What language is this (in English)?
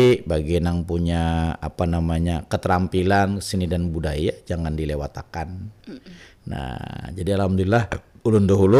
Banjar